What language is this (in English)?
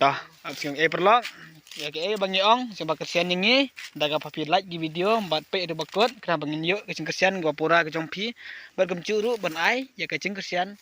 Khasi